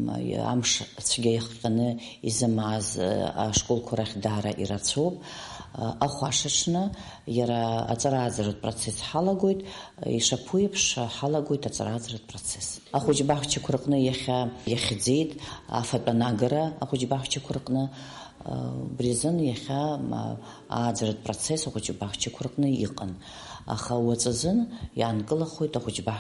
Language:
Abkhazian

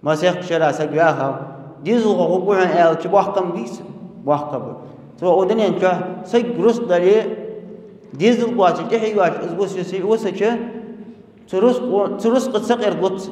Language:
Ingush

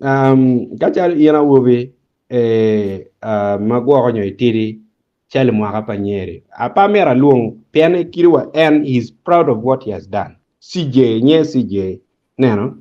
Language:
Acoli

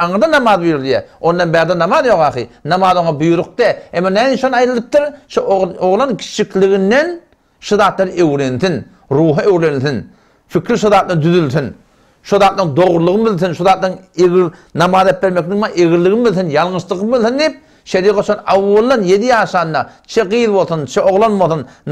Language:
Turkmen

